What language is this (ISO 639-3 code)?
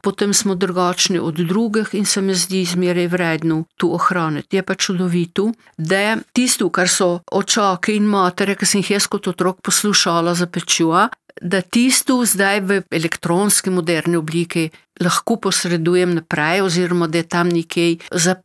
slv